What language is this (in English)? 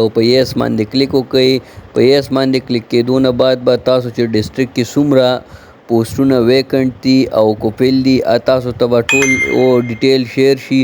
Pashto